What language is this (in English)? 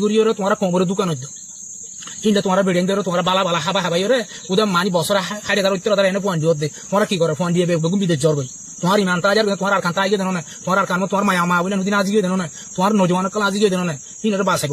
Rohingya